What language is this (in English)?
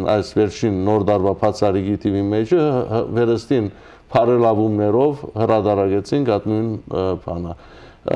Western Armenian